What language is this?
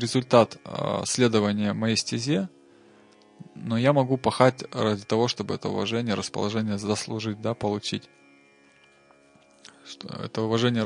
Russian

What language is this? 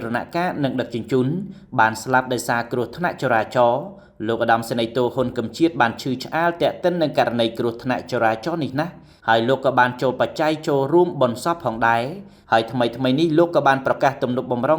Khmer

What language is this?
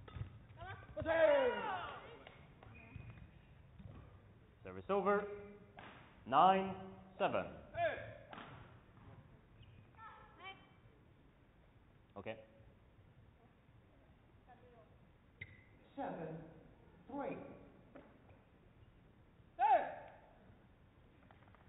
English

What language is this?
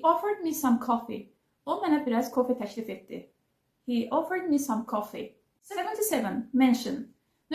Azerbaijani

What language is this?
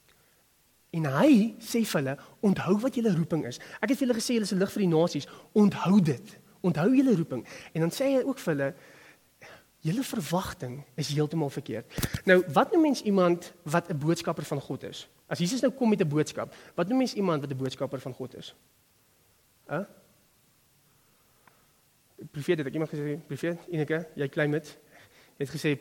Afrikaans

